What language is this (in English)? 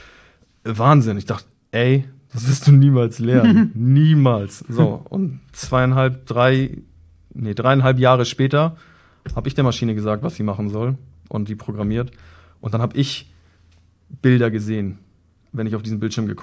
German